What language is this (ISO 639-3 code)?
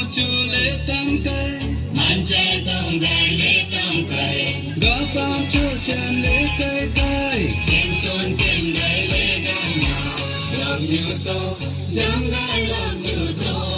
nnp